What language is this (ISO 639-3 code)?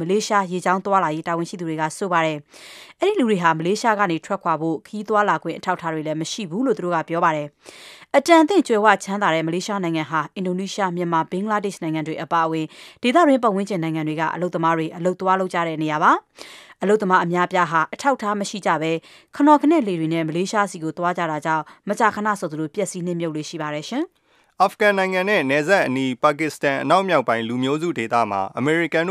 mya